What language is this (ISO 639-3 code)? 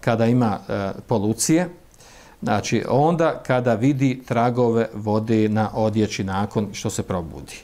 bos